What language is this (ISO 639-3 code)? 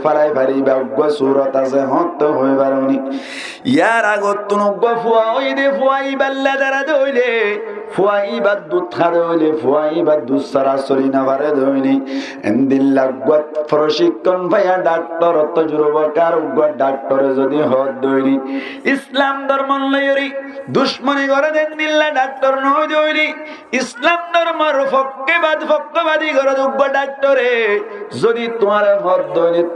rhg